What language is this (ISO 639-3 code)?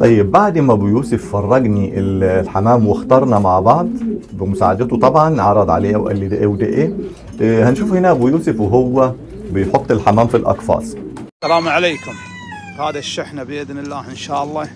arz